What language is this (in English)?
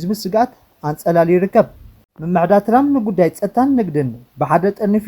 Tigrinya